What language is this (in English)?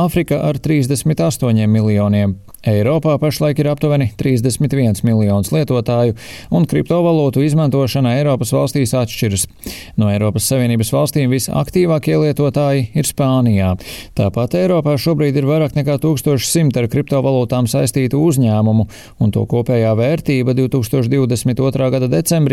Latvian